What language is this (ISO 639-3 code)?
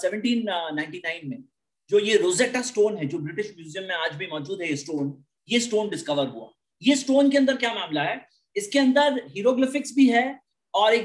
hin